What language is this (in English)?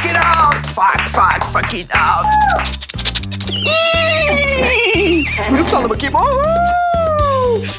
Turkish